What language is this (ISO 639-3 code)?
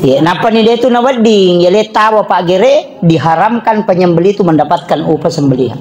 bug